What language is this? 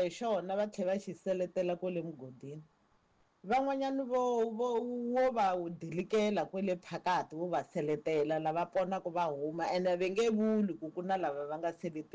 Tsonga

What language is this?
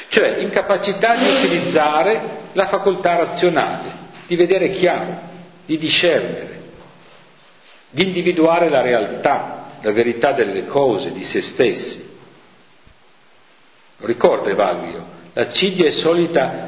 Italian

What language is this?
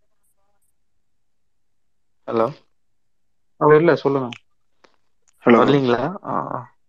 Tamil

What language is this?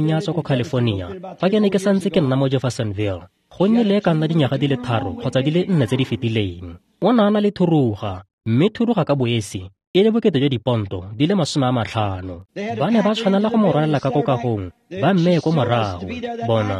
Tswana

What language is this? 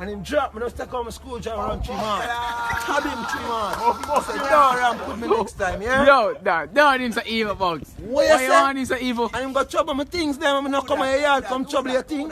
Jamaican Creole English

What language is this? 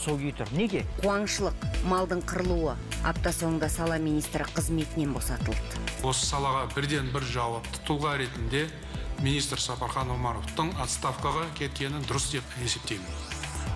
Kazakh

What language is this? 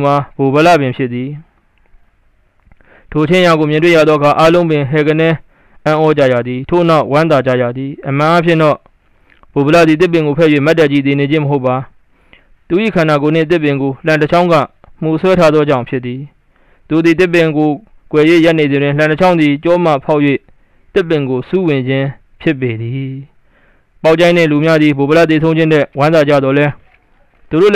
Burmese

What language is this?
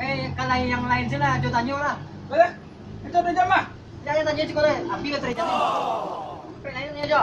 Minangkabau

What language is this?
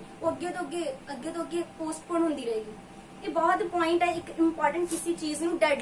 Punjabi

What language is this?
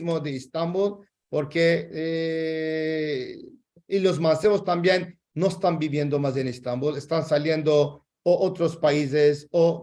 Ladino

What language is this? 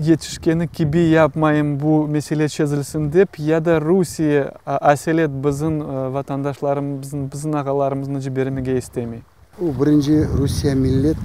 Crimean Tatar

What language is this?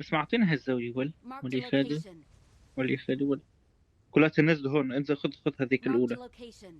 North Levantine Arabic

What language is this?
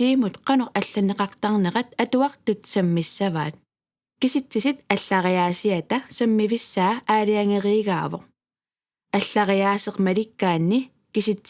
Kalaallisut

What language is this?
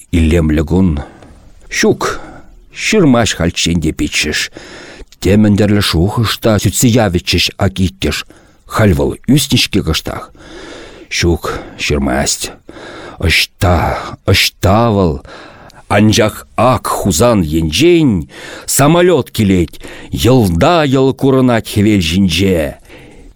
Chuvash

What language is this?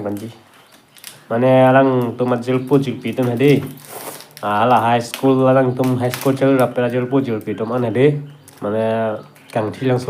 Karbi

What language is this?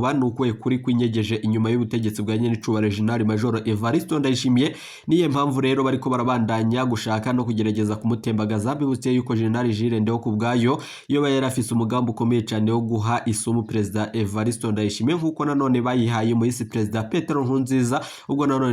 Rundi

